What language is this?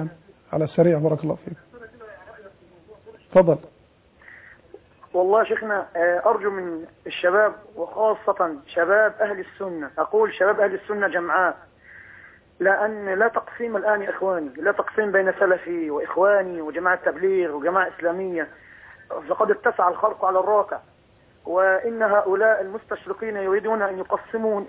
Arabic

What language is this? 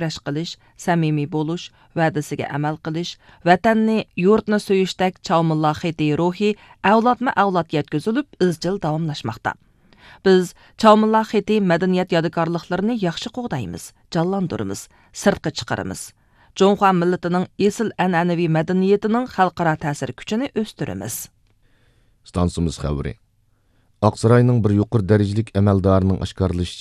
Uyghur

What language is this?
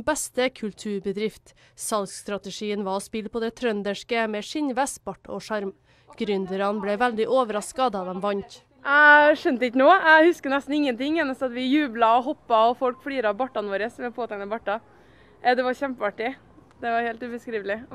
Norwegian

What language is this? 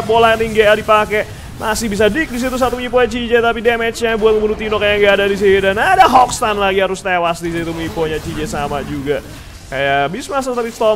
Indonesian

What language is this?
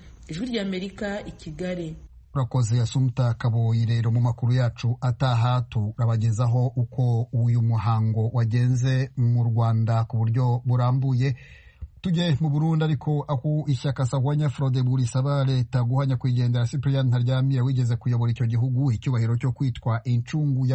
Kinyarwanda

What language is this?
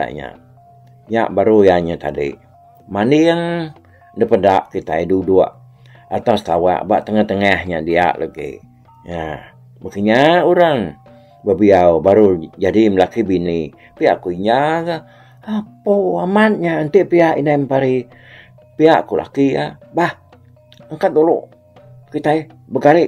Iban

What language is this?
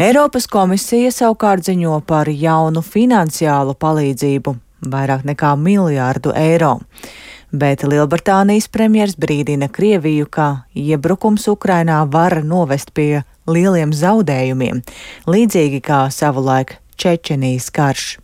Latvian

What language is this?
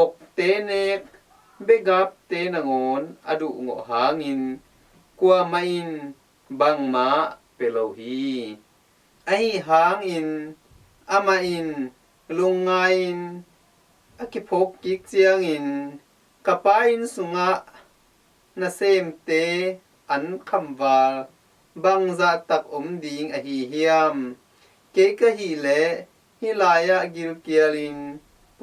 Tedim Chin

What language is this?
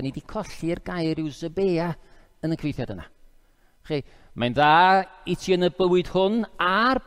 Welsh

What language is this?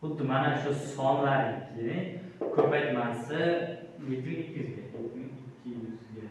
Uzbek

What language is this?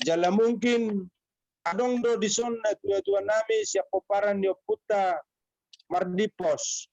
Batak Toba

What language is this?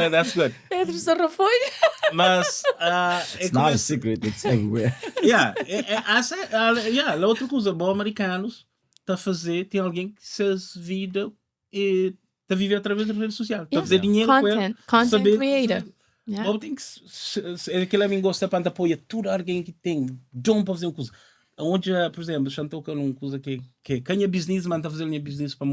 Kabuverdianu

